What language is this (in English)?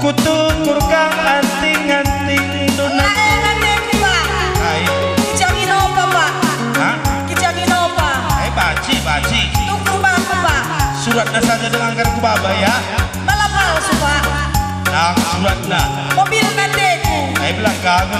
Batak Karo